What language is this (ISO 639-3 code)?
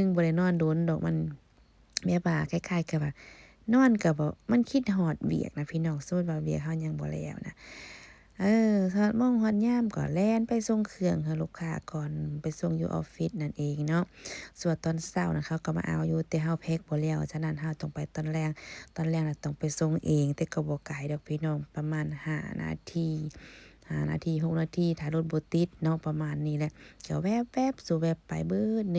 lao